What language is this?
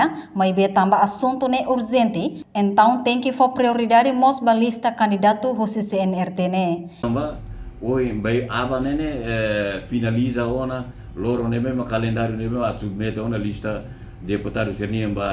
Tetum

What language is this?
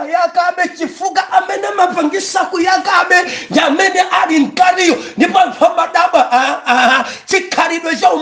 Nyanja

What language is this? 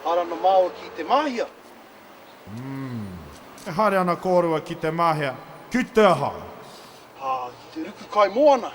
Māori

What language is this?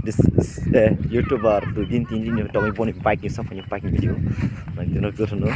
Kok Borok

